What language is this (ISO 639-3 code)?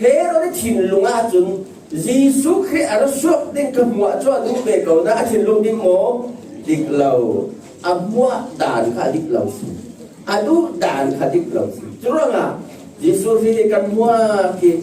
cfm